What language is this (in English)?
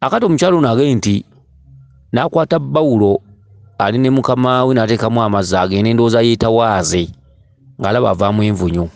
Ganda